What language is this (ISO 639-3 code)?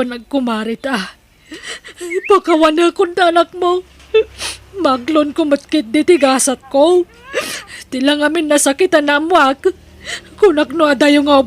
ilo